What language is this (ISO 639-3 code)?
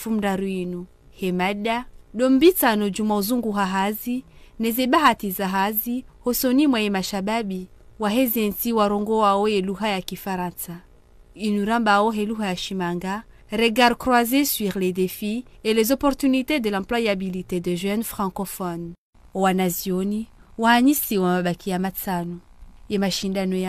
zdj